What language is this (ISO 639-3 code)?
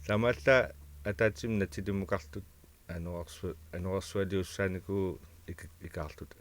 kal